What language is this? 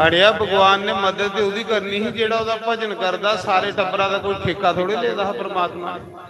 Dogri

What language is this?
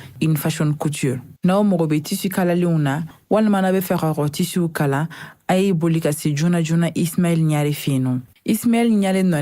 Bambara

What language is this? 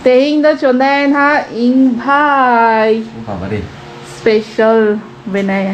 Santali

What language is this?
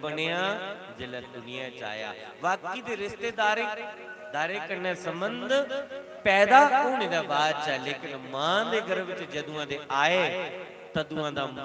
Dogri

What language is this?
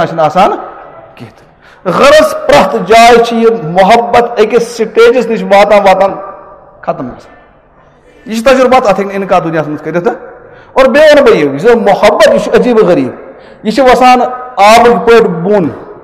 Kashmiri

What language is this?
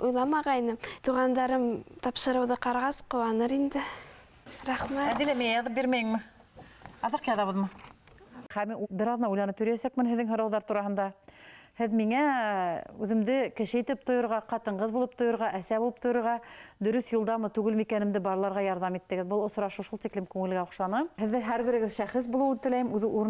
Bashkir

